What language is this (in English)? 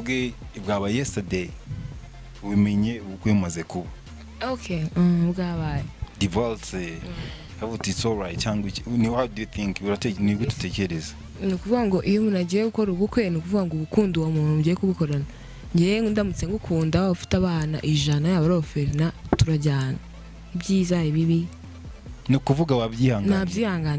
Kinyarwanda